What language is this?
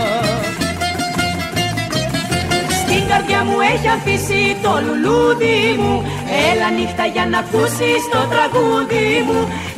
Greek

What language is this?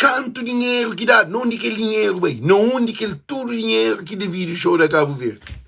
Kabuverdianu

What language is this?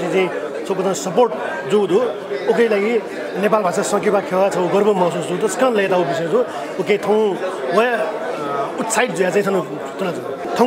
Newari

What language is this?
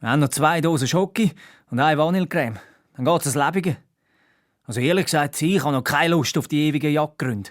Swiss German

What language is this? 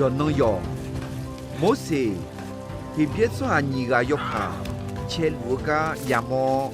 Akha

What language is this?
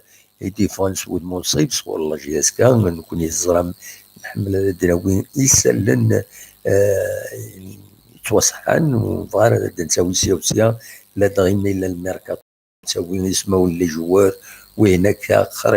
Kabyle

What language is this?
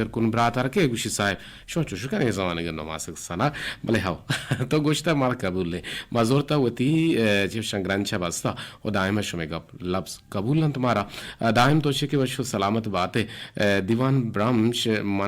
Eastern Balochi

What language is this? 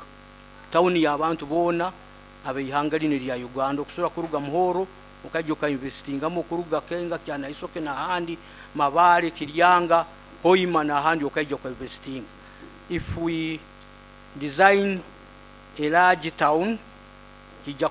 Nyoro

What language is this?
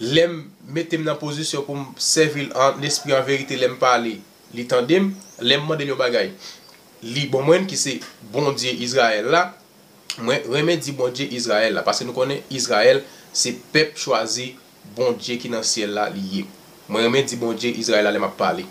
Haitian Creole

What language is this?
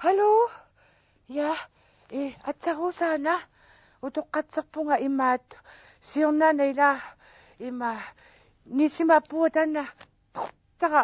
Kalaallisut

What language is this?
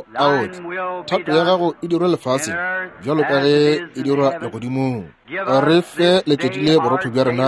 Northern Sotho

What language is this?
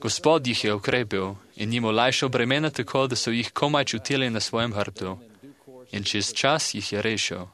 Slovenian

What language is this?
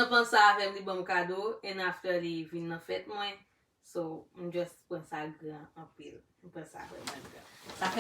Haitian Creole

